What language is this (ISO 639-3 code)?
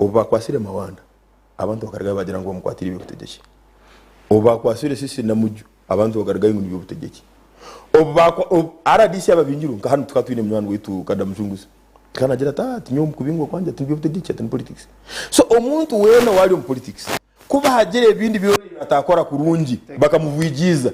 nyn